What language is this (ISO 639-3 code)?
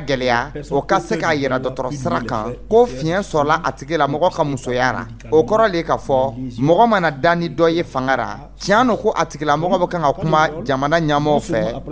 dyu